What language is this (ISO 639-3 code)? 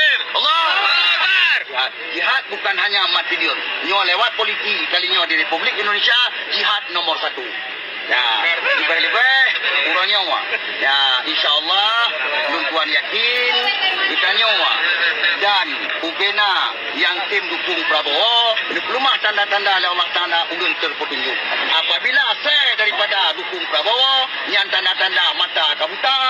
ace